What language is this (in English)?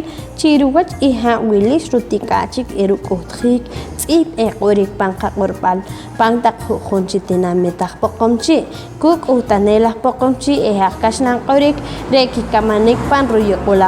Poqomchi'